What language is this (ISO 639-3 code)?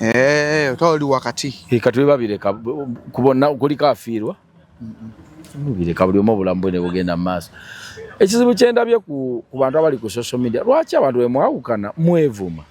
lug